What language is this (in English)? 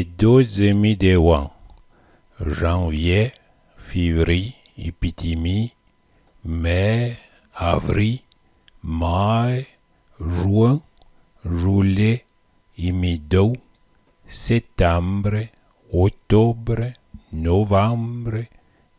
Arpitan